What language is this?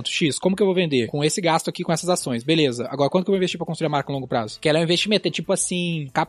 Portuguese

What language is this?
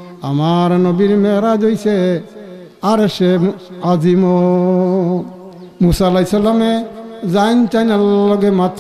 Sylheti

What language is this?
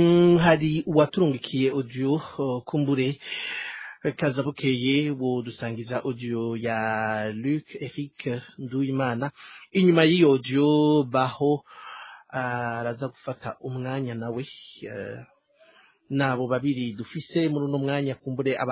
Rundi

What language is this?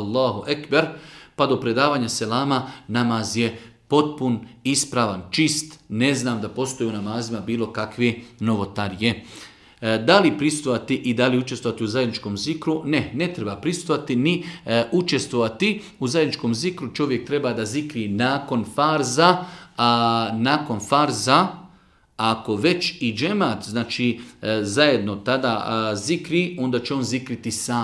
Bosnian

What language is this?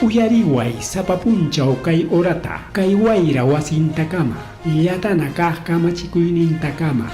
Ayacucho Quechua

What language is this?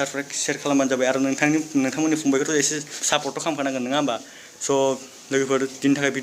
Bodo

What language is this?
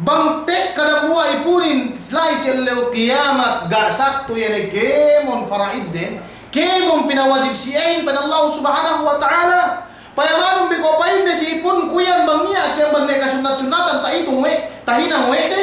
Yakan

